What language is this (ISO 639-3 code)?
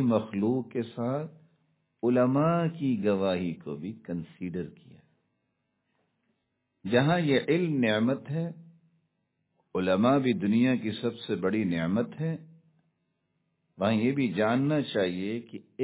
urd